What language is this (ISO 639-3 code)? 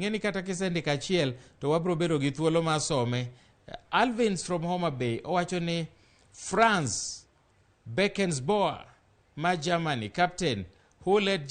luo